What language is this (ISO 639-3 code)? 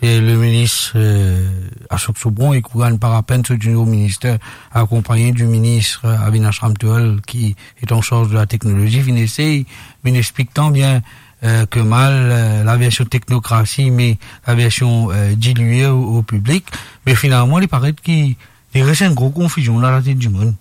mfe